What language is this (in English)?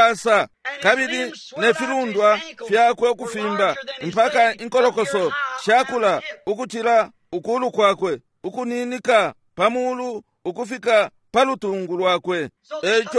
Bemba